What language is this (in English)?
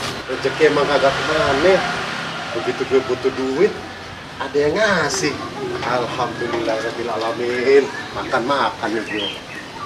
Betawi